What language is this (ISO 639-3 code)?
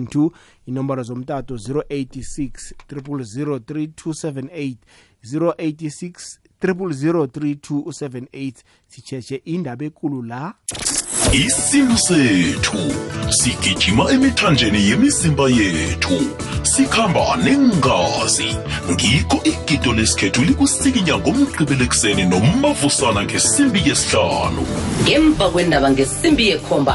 nbl